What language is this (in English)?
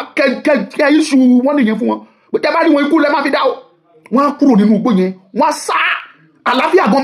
Yoruba